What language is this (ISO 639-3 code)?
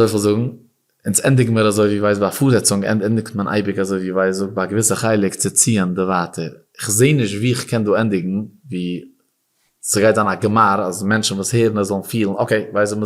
yid